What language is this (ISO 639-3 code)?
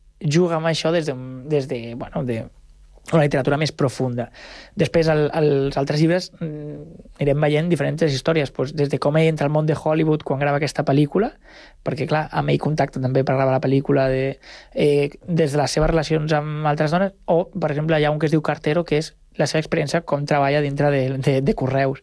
cat